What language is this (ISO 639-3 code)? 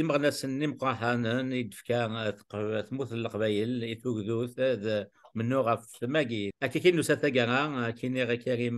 kab